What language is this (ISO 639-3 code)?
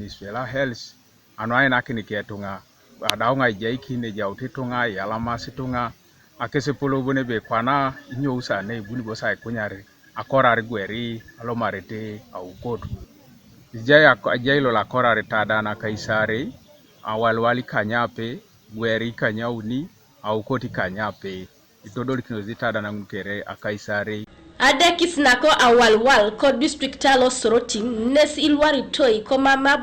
teo